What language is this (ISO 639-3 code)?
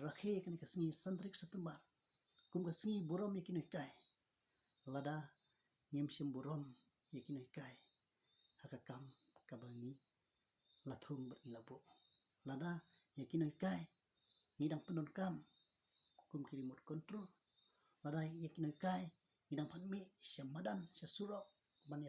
kha